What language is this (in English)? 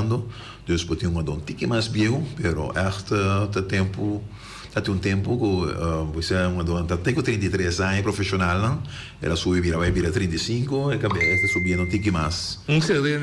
Papiamento